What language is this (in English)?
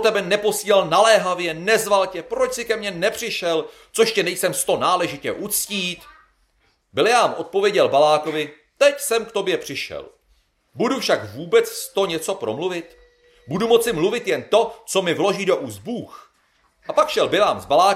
Czech